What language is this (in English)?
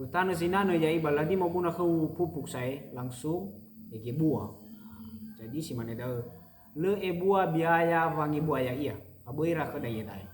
Nias